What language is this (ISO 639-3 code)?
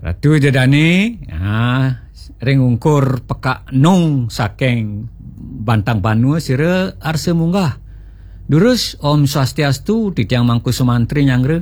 ban